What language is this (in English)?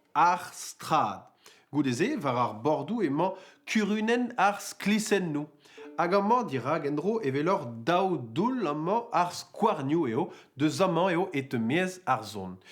Breton